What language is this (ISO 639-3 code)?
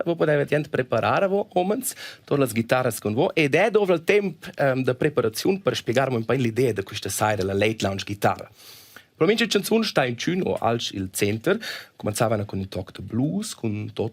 roh